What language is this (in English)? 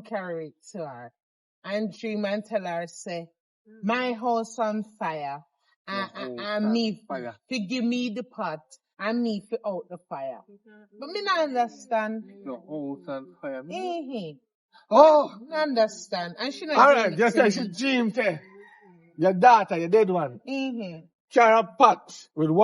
Jamaican Creole English